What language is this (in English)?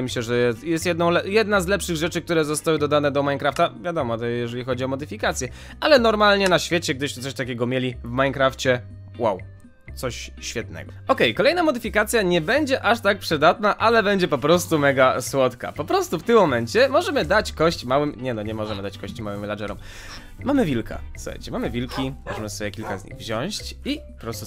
Polish